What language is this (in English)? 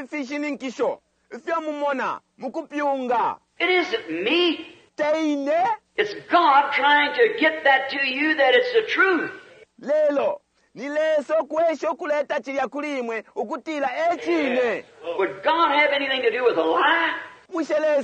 Bemba